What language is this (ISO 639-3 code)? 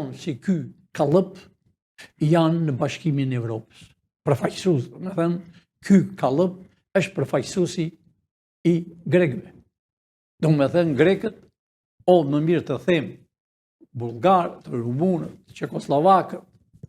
sqi